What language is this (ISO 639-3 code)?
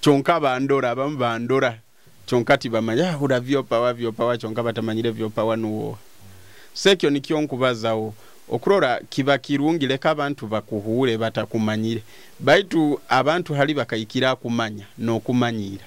nyo